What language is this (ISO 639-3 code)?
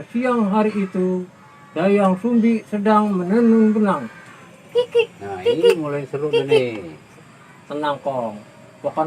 bew